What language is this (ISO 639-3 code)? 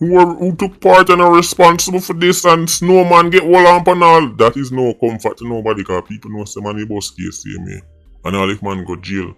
jam